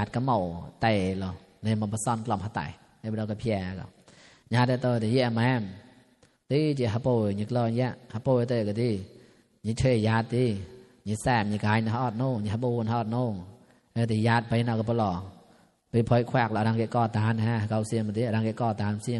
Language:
Mon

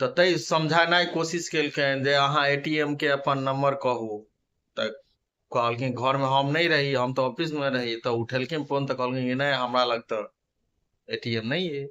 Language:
Maithili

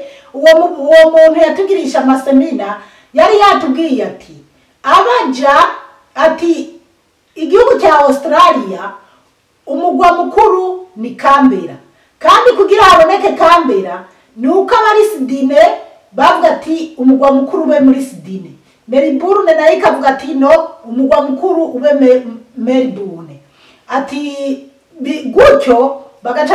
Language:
Rundi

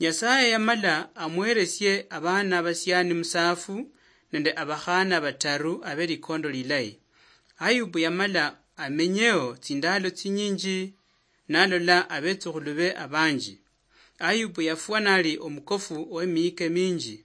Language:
Luyia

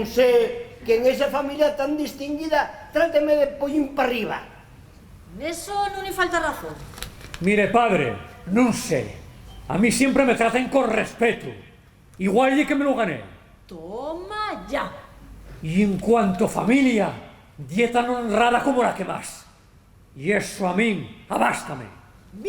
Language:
Asturian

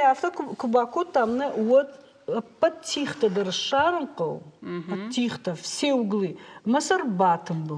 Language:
Ossetic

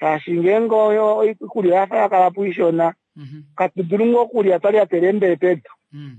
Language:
Kuanyama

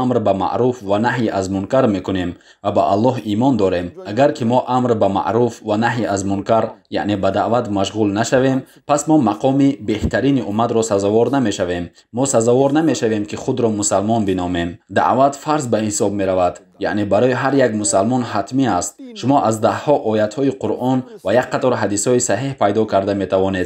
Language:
Tajik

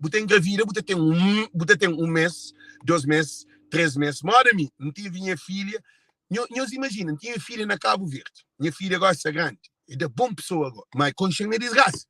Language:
Kabuverdianu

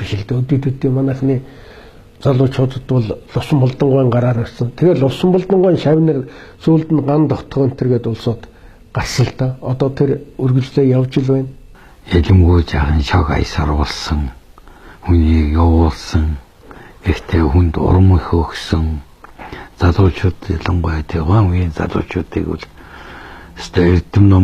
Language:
Mongolian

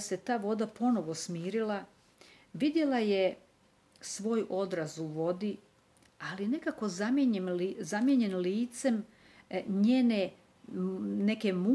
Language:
Croatian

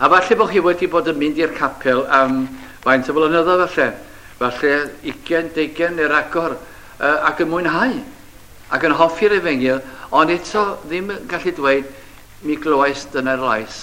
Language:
Welsh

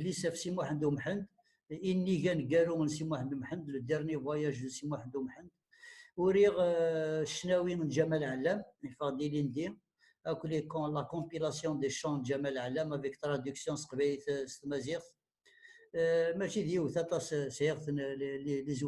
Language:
Kabyle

